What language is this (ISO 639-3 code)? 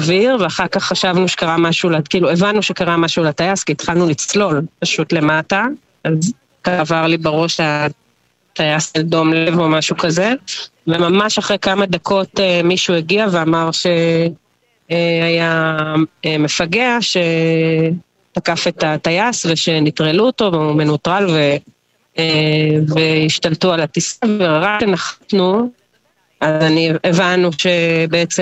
heb